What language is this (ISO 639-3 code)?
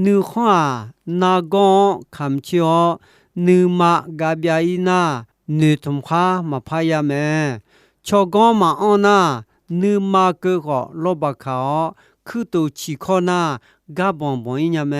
ahk